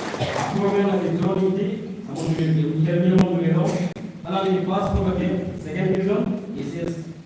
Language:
Karbi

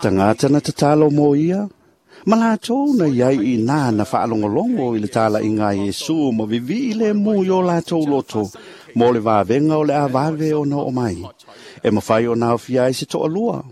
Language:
Samoan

